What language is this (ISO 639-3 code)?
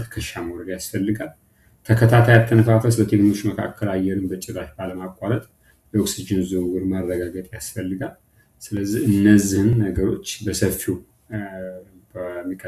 amh